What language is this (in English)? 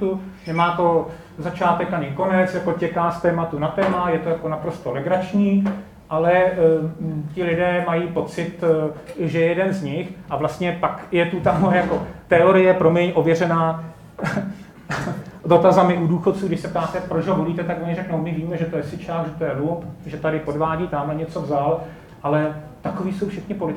Czech